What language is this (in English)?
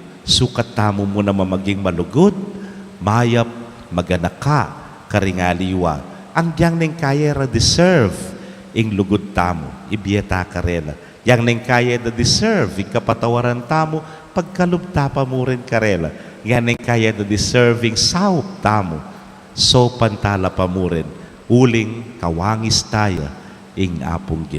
Pampanga